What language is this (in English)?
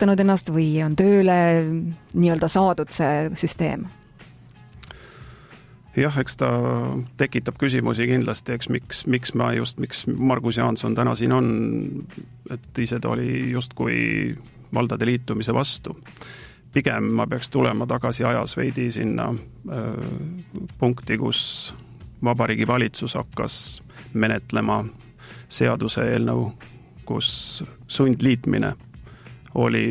Estonian